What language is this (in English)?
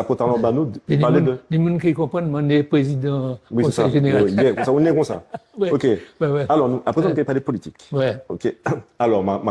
Guadeloupean Creole French